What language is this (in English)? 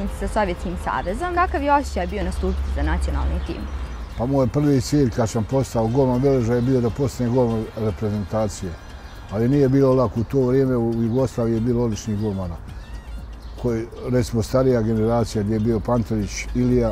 Bosnian